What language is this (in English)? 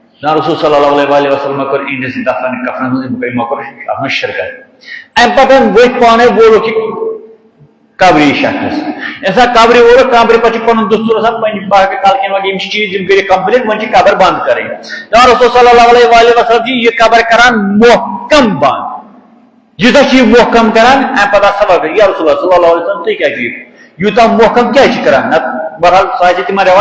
Kashmiri